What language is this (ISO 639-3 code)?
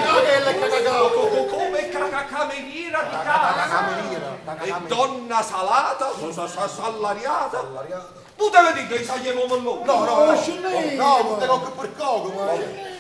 nap